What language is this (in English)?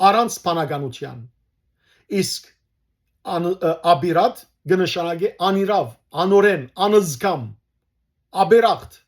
Western Armenian